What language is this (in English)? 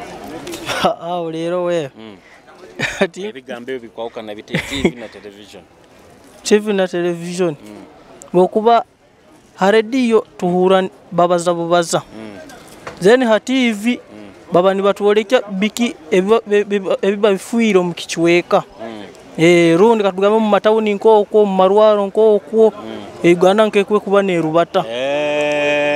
Nyoro